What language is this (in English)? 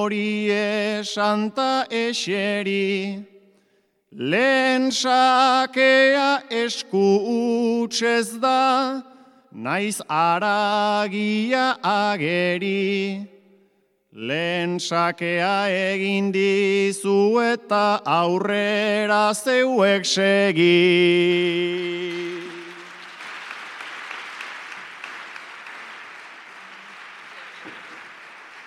Basque